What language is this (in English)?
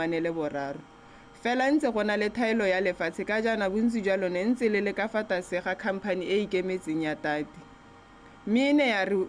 Tswana